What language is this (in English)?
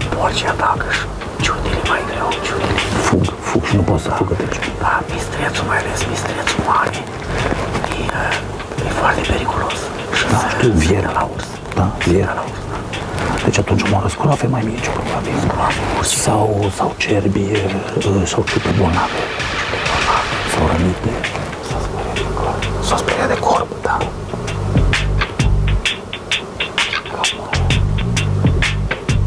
Romanian